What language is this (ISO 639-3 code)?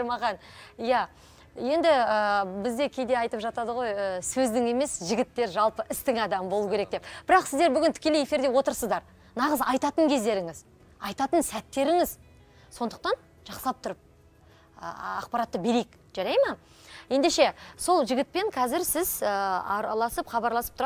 kaz